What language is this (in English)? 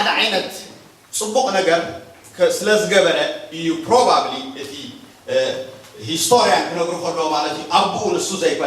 Tigrinya